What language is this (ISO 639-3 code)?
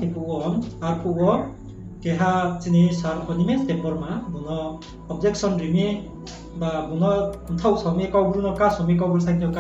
ria